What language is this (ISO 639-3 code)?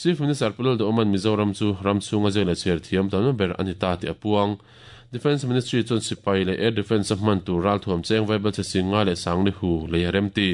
lus